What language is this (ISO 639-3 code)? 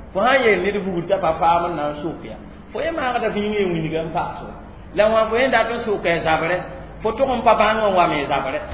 mos